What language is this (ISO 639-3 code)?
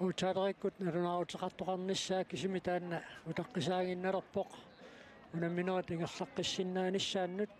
kal